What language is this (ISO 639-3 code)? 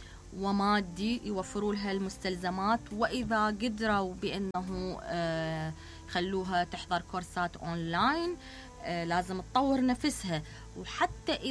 acm